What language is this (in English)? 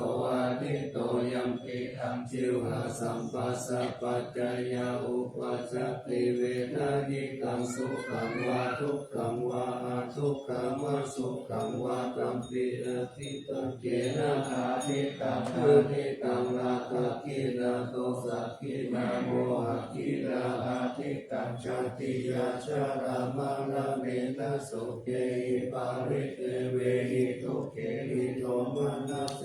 Pali